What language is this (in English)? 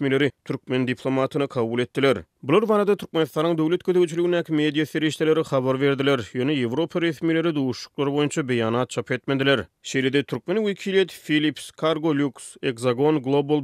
Turkmen